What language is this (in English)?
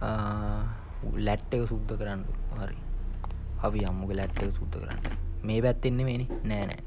Sinhala